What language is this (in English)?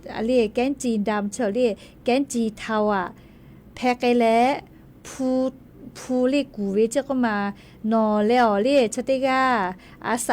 Lahu